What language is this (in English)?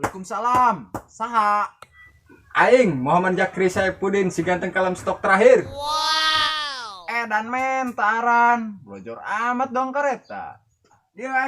Sundanese